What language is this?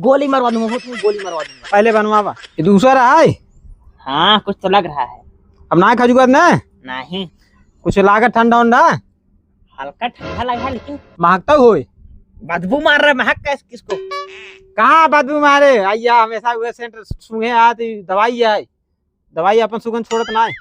Awadhi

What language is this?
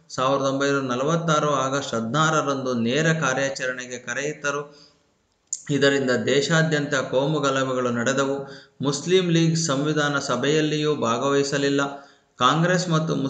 Kannada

